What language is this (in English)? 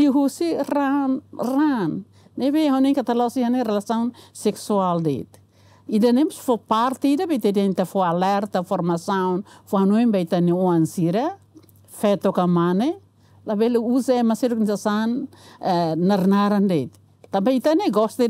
Tetum